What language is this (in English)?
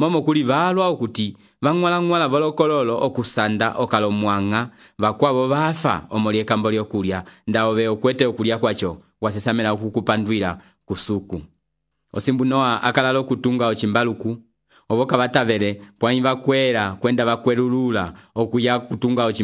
Umbundu